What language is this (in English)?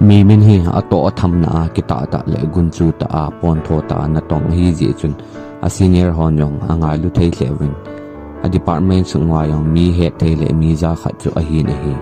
Thado Chin